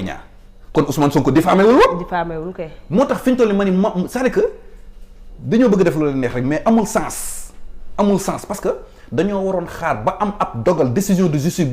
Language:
Wolof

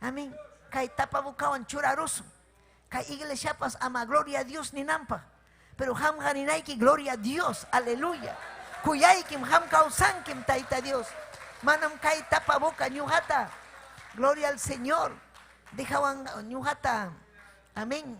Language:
Ayacucho Quechua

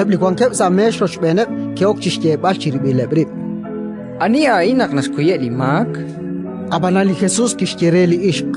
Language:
Kekchí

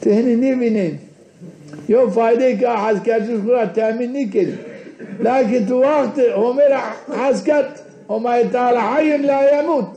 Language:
Zaza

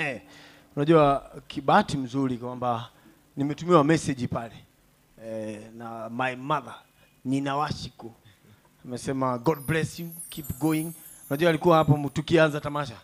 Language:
Swahili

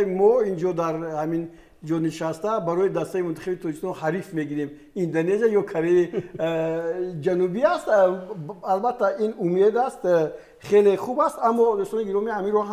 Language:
Tajik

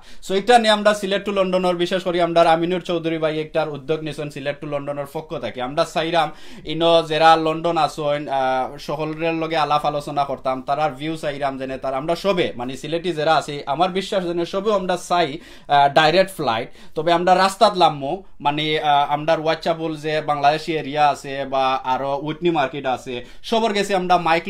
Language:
Sylheti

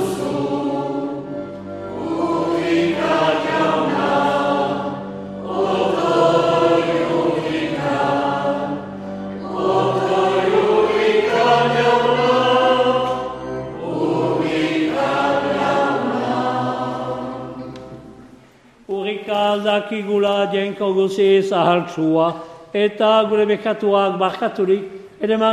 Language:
Basque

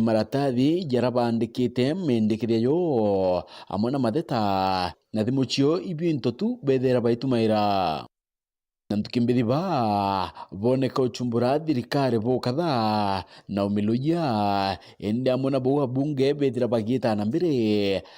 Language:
Meru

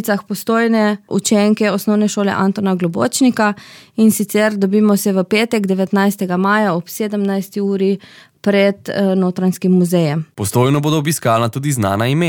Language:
Slovenian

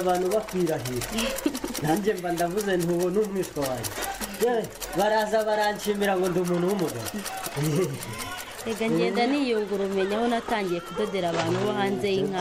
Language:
Kinyarwanda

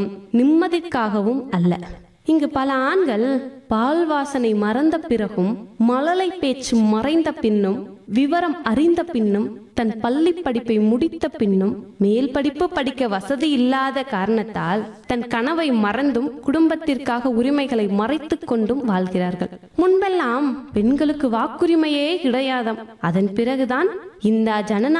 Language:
Tamil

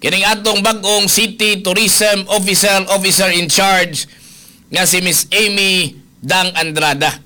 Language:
Cebuano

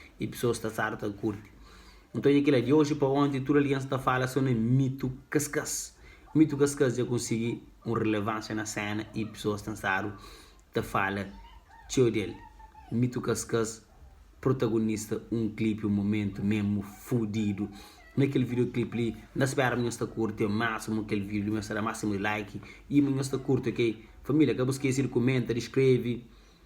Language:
Kabuverdianu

